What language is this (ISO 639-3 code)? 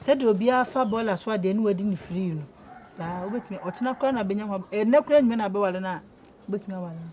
aka